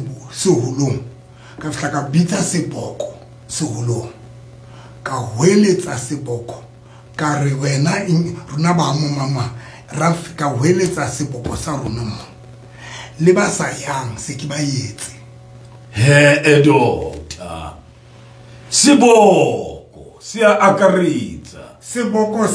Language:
Southern Sotho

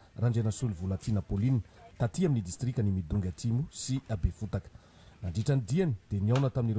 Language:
Malagasy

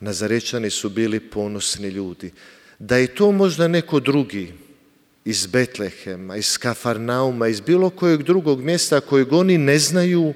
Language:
Croatian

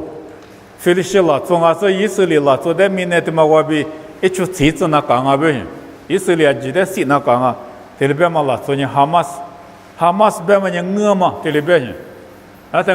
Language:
Lisu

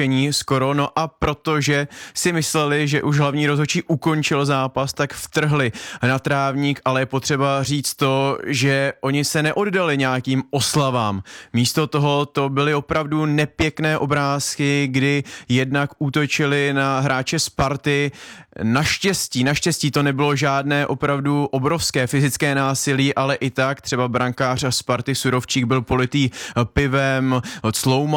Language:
Czech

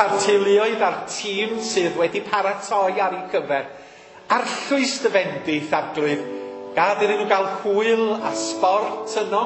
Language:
Welsh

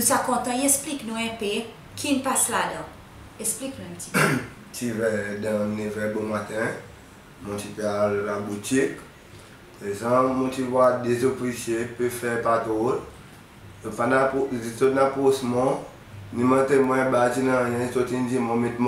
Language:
Seselwa Creole French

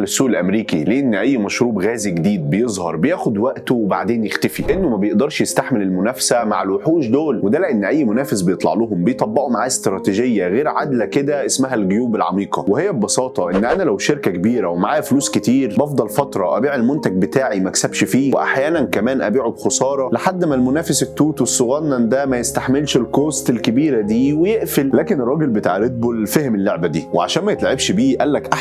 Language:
Egyptian Arabic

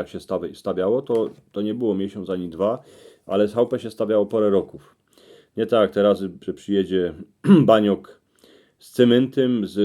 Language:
Silesian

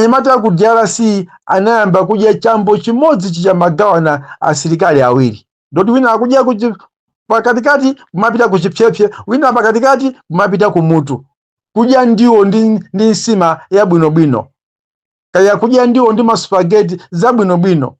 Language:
Nyanja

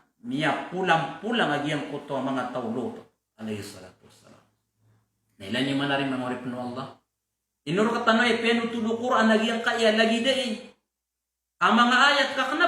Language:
Maranao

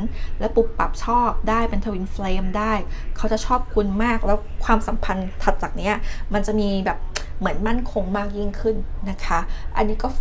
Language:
Thai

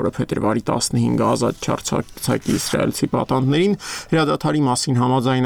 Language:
Armenian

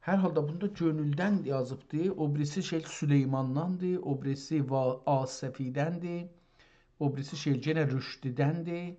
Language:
South Azerbaijani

